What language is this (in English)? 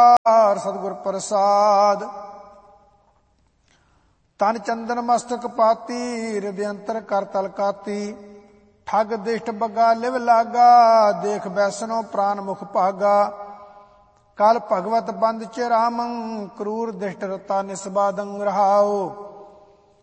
Punjabi